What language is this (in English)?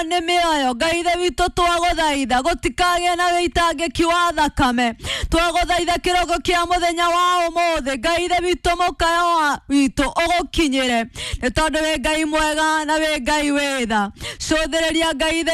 Kikuyu